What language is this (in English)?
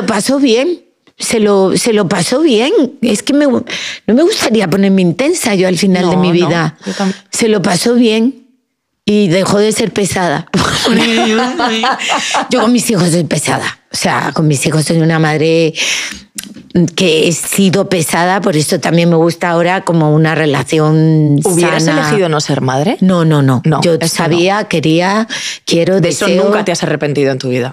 Spanish